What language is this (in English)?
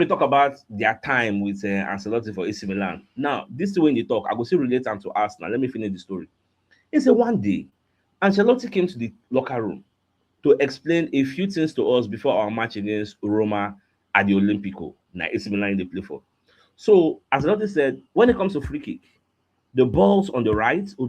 Nigerian Pidgin